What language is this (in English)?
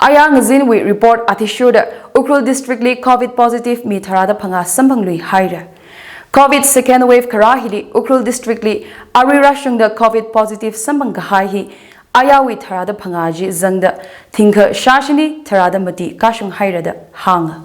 Tangkhul Naga (India)